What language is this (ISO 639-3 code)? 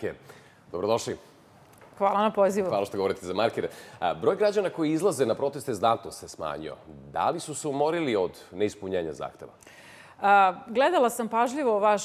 srp